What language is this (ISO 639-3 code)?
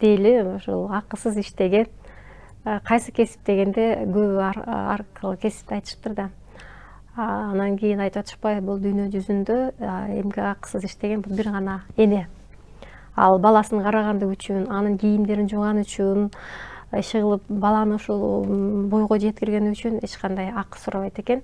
kir